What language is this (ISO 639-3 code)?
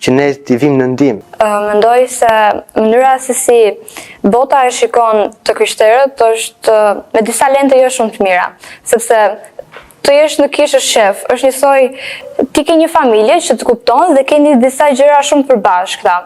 sqi